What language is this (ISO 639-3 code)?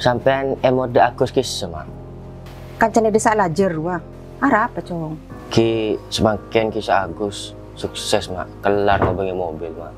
mad